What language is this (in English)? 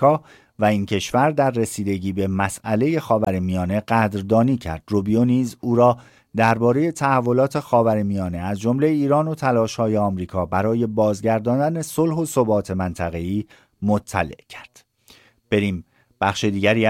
Persian